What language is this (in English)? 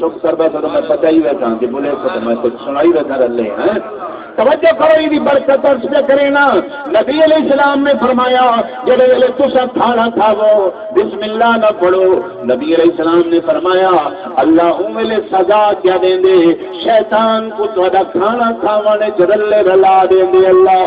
Saraiki